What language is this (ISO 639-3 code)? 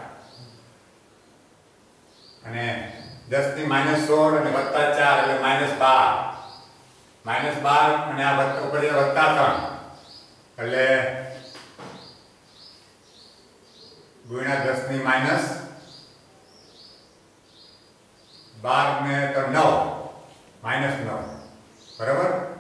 guj